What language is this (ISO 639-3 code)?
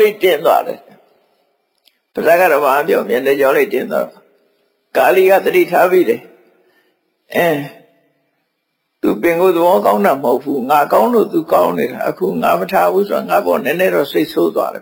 mya